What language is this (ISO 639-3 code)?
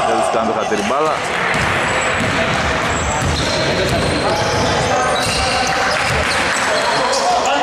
ell